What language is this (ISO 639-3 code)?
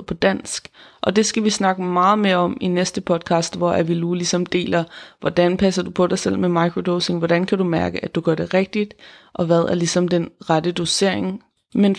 dan